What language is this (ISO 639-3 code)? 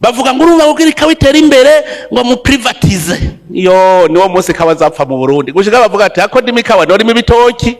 run